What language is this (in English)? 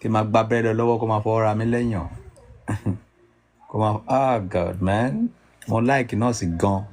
Yoruba